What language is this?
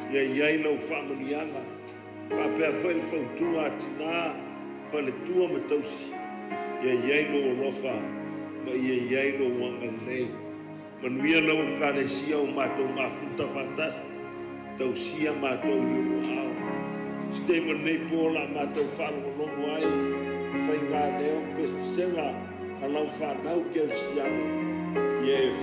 Samoan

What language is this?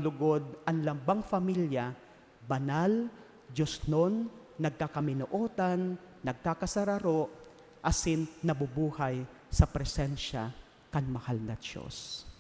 Bikol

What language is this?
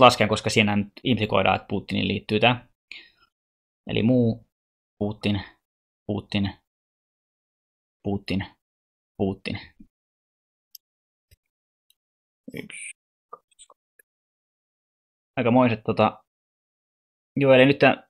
Finnish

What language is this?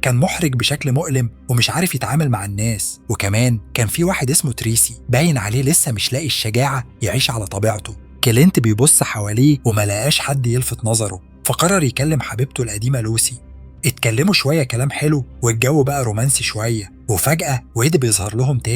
Egyptian Arabic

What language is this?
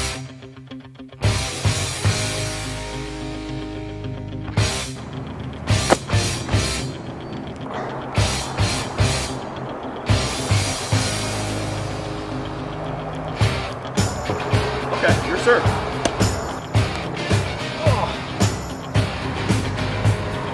English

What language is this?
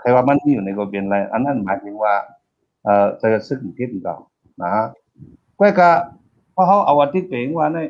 Shan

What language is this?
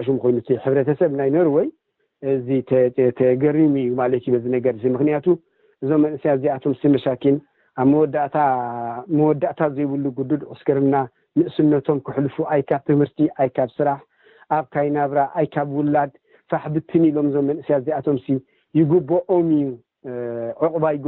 Tigrinya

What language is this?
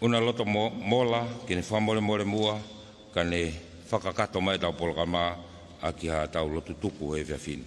Tongan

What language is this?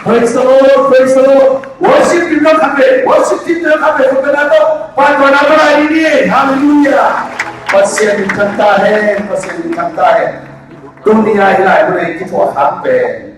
Tedim Chin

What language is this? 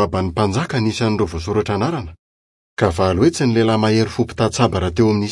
Malagasy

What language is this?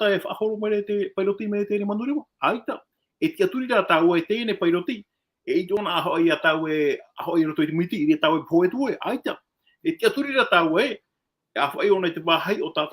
Tahitian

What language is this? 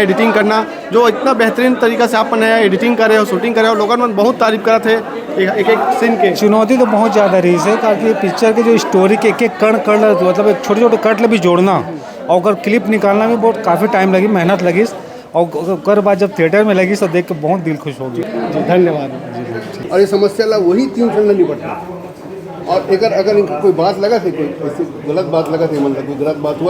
Chhattisgarhi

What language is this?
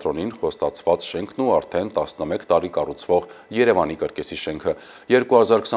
Armenian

